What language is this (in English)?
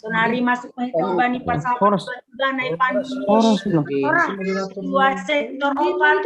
Batak Simalungun